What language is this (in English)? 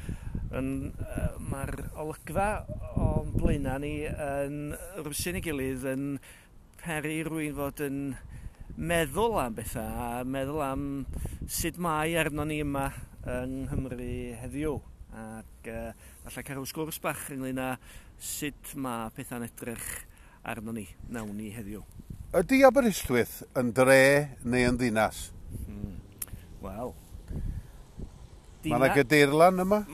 Welsh